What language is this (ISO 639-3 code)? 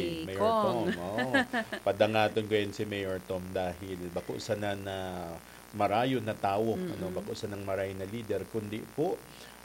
bik